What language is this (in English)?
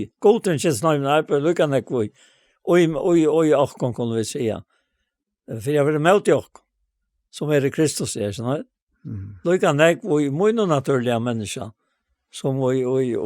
Faroese